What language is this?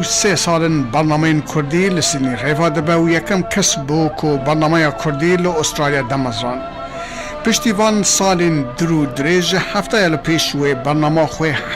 Kurdish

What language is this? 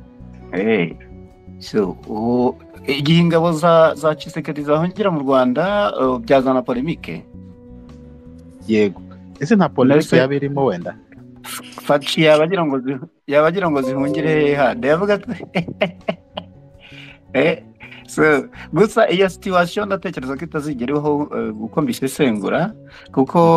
Kinyarwanda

